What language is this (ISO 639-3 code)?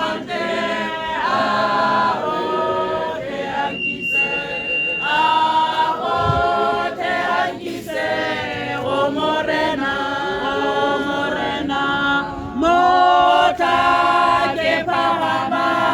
tsn